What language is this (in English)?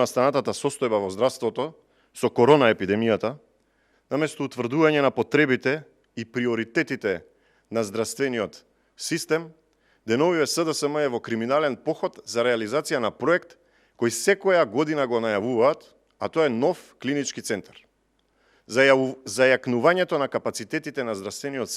Macedonian